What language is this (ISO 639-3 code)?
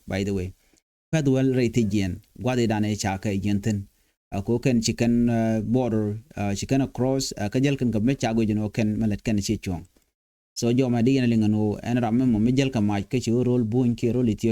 nus